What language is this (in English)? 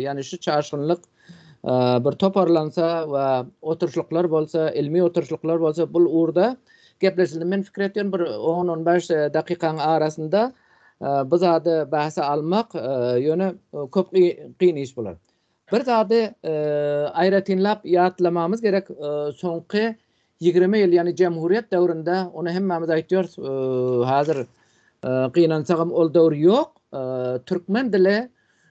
Turkmen